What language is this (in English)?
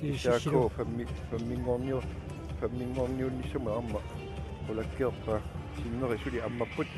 Kalaallisut